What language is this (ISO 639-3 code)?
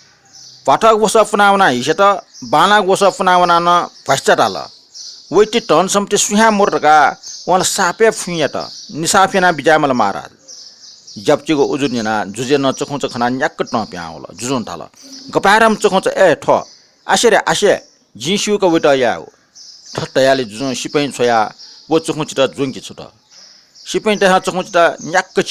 new